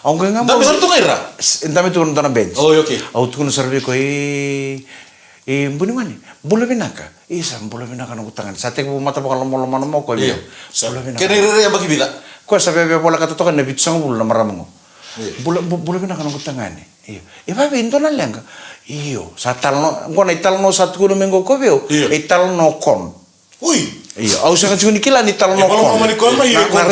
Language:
Fijian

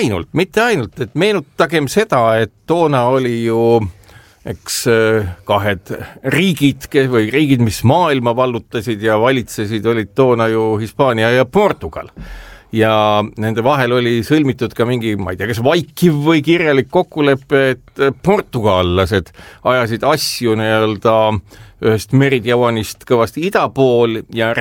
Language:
Estonian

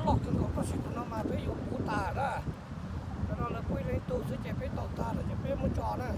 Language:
Hmong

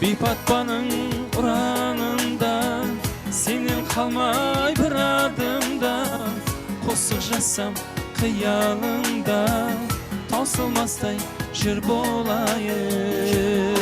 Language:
Kara-Kalpak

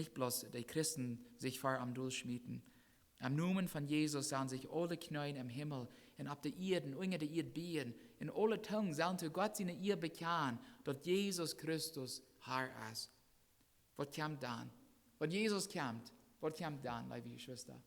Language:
Plautdietsch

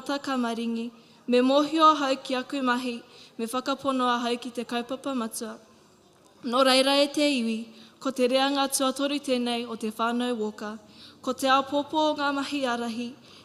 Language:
Māori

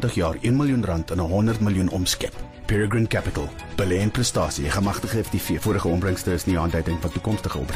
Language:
Afrikaans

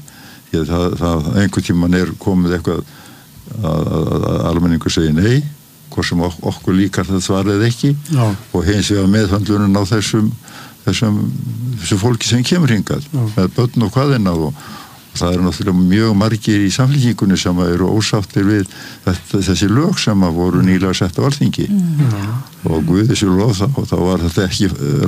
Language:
Icelandic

